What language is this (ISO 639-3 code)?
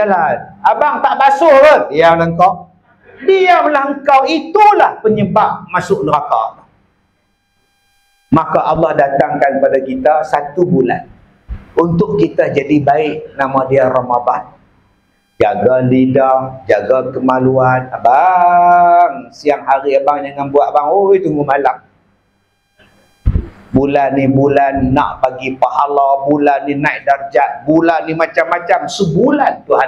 msa